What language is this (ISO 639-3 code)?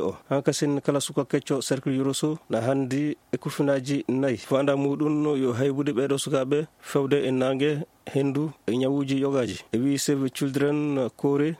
ful